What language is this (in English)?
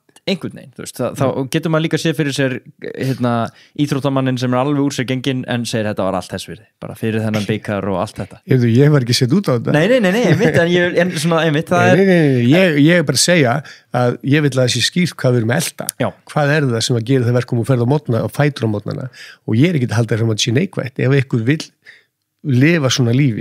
Icelandic